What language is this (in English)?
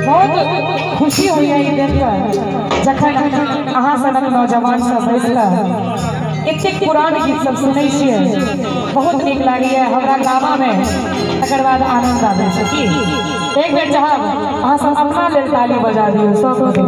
Maithili